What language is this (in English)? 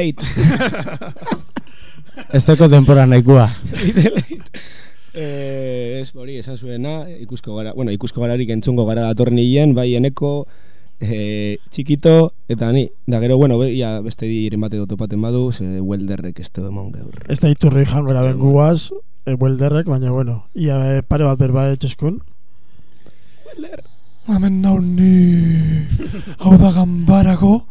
Basque